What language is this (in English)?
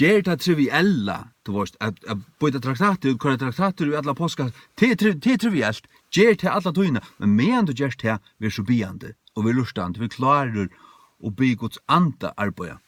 Faroese